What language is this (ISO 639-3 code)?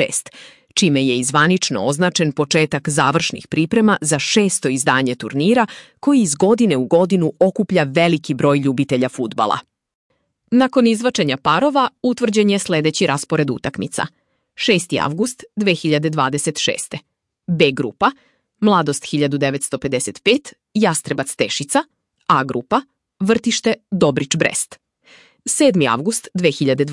srp